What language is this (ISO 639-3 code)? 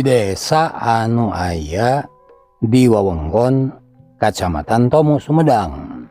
sun